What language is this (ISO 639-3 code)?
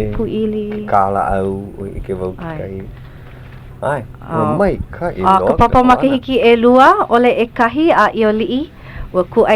haw